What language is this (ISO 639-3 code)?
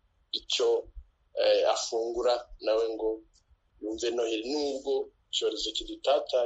kin